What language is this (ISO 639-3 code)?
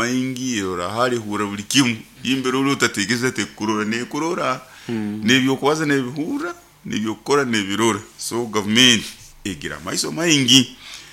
nyo